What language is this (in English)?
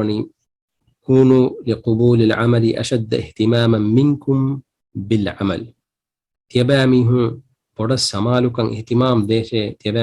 Divehi